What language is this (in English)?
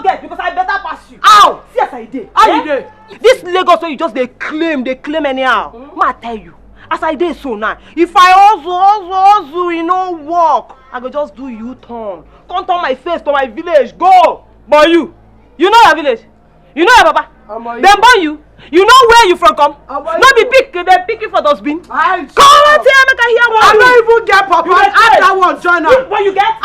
Nigerian Pidgin